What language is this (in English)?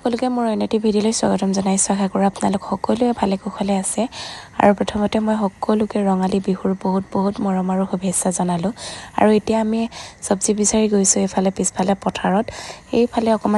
Assamese